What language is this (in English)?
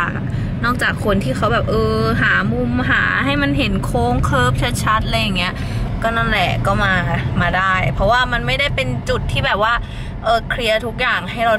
Thai